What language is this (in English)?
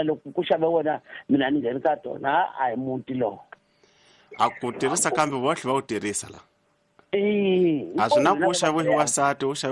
Tsonga